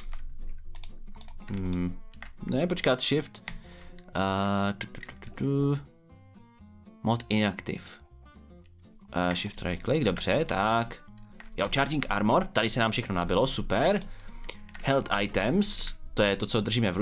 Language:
Czech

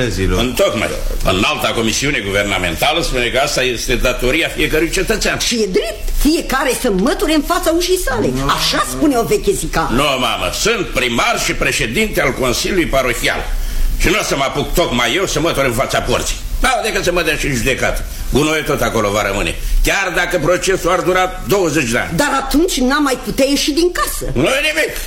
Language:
Romanian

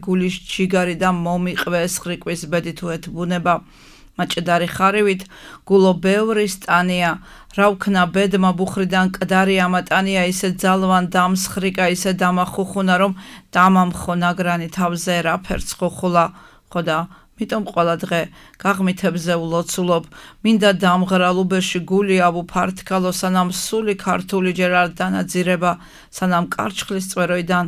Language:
Georgian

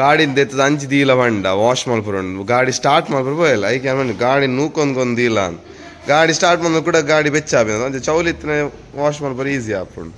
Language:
Tulu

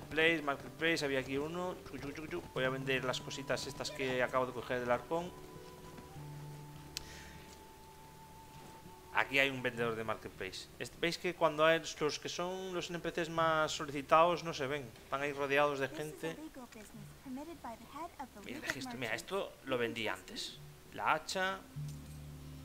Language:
Spanish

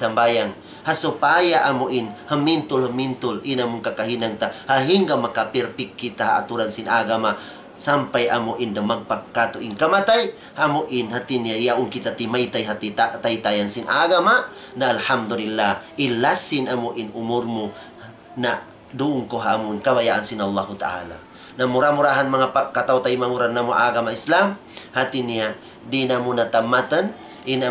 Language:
Tausug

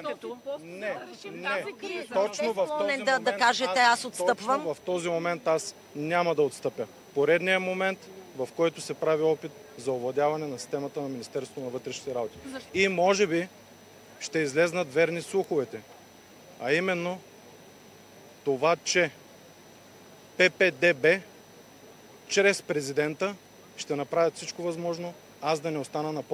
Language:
Bulgarian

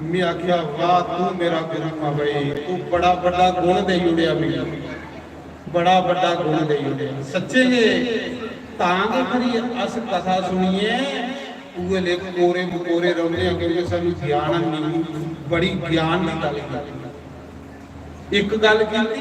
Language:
Dogri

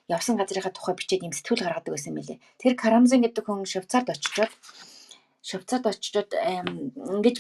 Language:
Mongolian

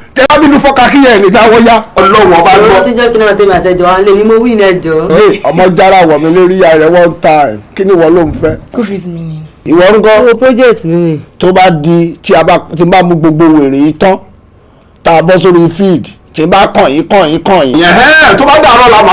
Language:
Yoruba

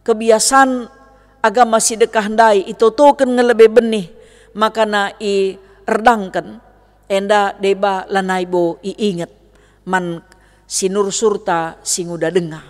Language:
Batak Karo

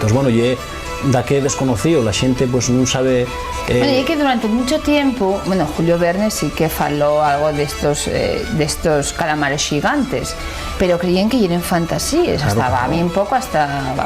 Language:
Asturian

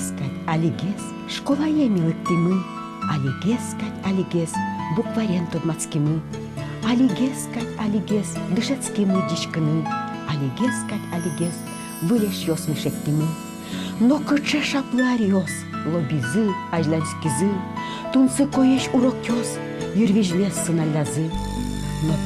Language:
Udmurt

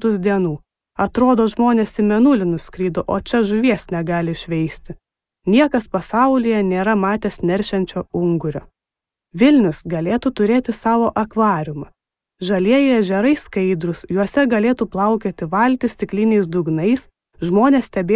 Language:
Lithuanian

